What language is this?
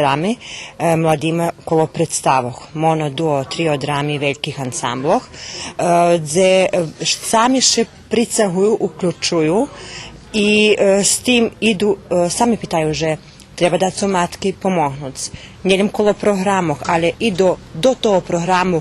Rusyn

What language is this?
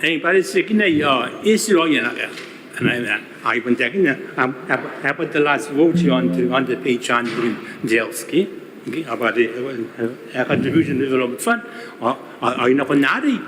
Gilbertese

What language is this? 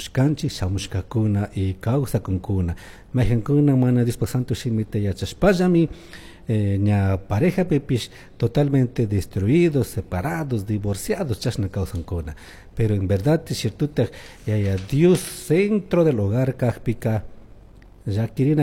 Chimborazo Highland Quichua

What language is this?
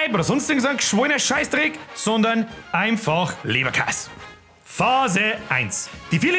Bavarian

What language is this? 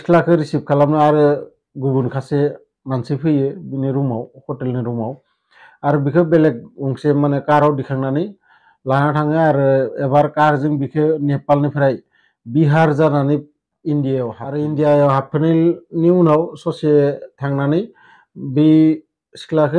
Bodo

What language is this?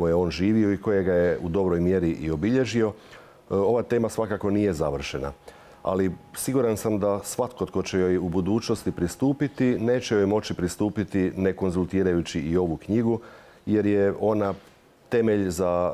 Croatian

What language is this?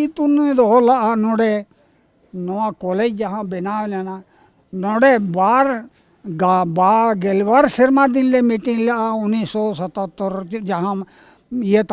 Santali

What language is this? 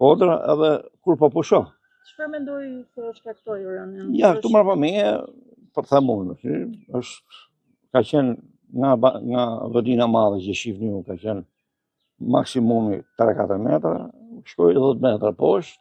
Albanian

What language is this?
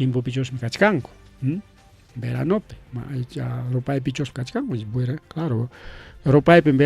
Ayacucho Quechua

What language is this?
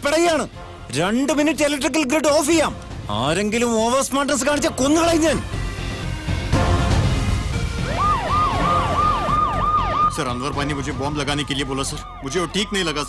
Malayalam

